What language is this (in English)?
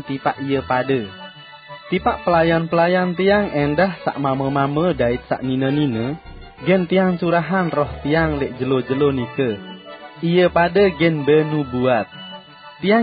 Sasak